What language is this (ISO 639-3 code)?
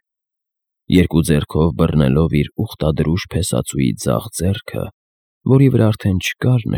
hye